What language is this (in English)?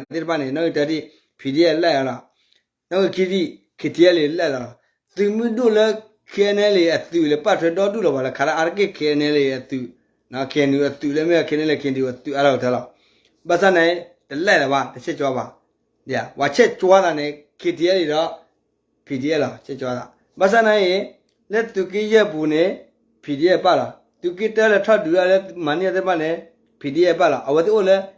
S'gaw Karen